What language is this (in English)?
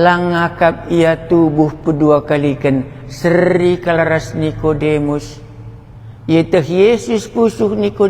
Batak Karo